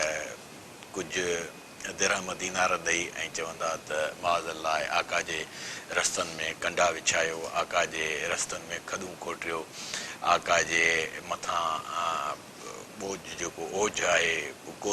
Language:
Sindhi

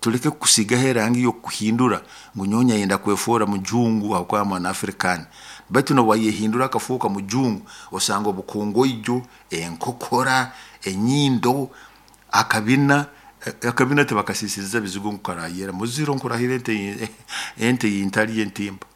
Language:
Nyoro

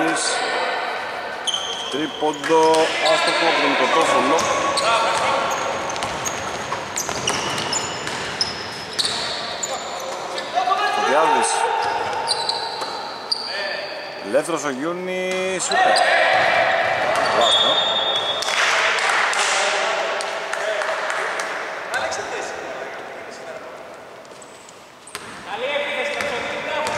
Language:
Greek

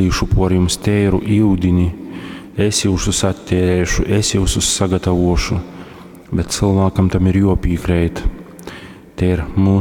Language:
Latgalian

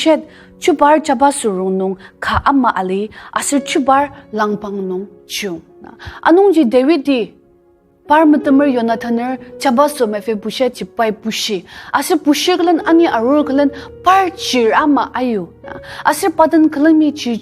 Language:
Ao Naga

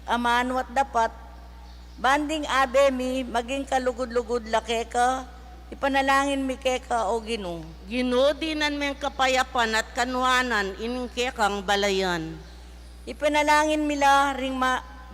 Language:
Pampanga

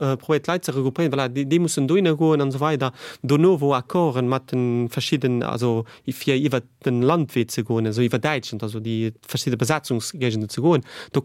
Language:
Luxembourgish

